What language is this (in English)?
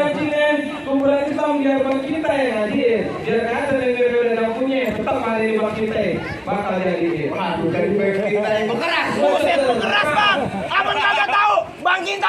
Betawi